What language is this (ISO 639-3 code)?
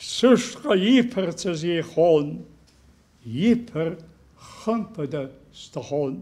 abk